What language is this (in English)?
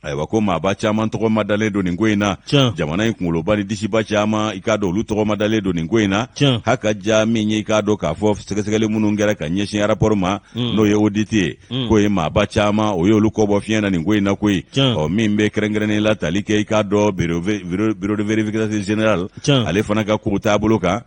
Bambara